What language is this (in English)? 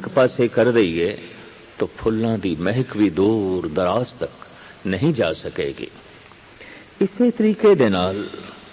Punjabi